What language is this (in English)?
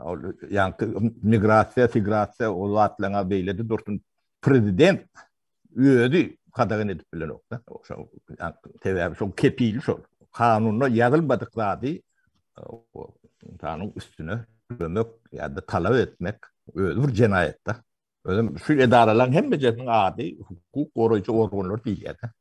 Turkmen